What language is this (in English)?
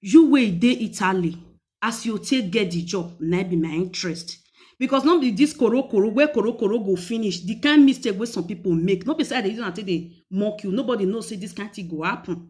Nigerian Pidgin